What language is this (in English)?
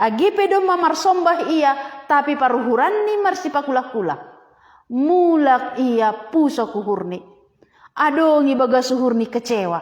Batak Simalungun